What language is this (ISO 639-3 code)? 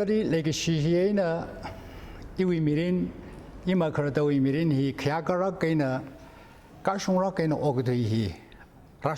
nmf